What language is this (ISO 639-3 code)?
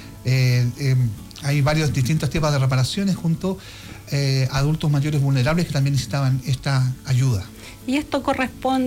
spa